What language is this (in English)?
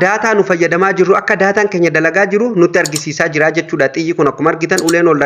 Oromo